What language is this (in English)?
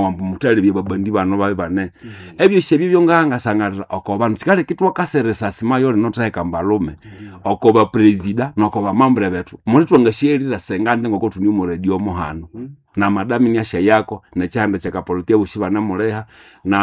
Nande